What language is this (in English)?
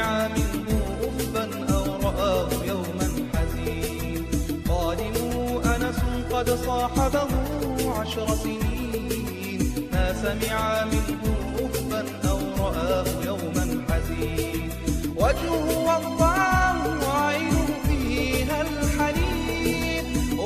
Arabic